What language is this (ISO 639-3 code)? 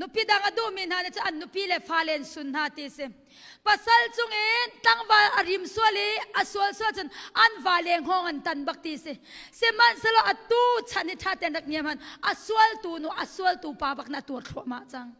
cnh